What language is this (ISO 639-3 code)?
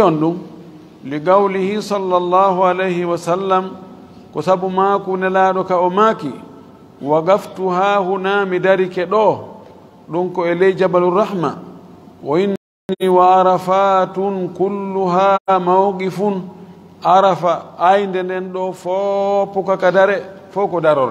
ful